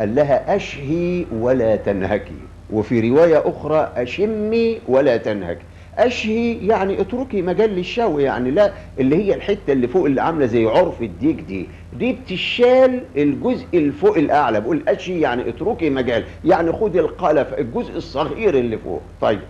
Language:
Egyptian Arabic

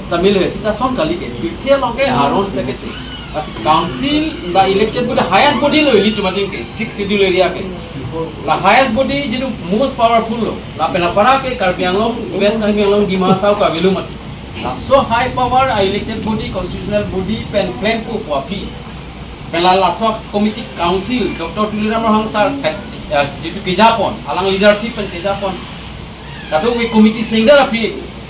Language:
Karbi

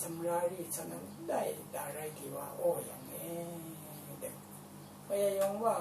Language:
Rawang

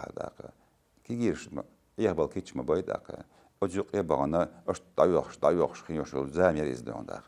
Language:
Chechen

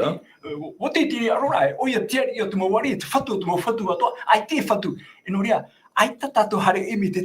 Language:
Tahitian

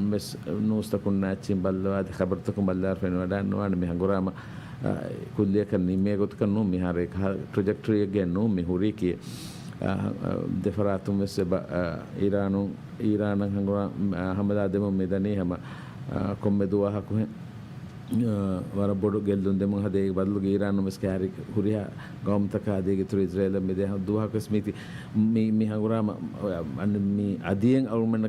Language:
Divehi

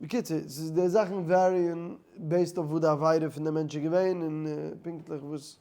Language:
Yiddish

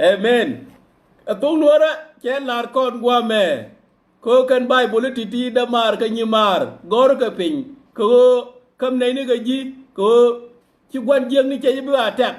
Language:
Nuer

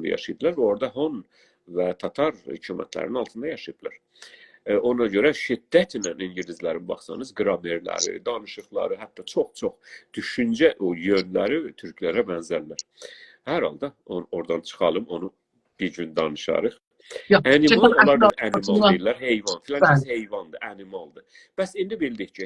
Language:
South Azerbaijani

